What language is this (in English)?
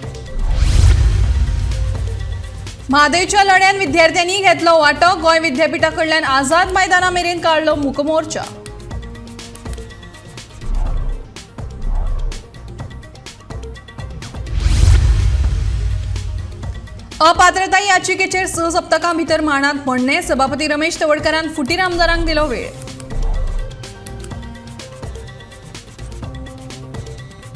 Konkani